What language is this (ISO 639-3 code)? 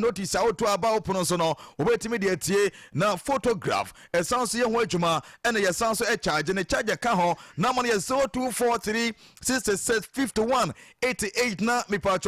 aka